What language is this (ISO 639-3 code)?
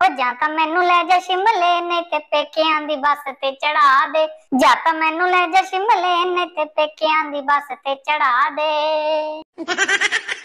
doi